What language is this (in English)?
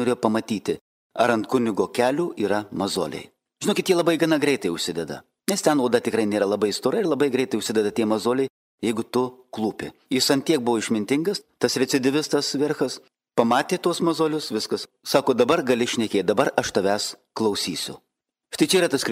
Lithuanian